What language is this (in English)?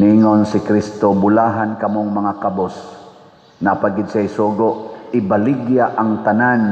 Cebuano